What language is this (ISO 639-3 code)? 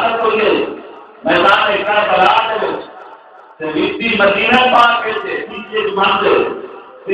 skr